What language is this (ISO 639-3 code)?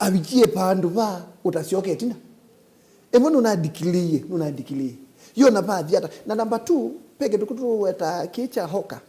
kam